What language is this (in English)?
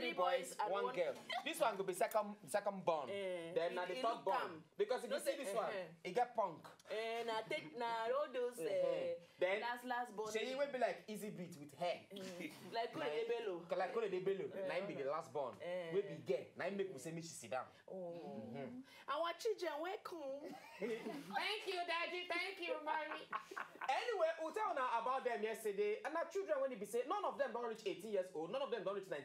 Nigerian Pidgin